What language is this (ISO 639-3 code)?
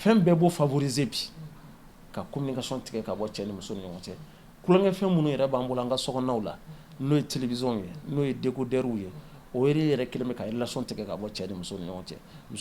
bam